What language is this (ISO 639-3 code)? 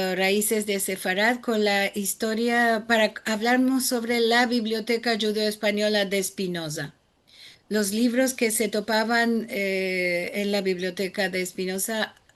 lad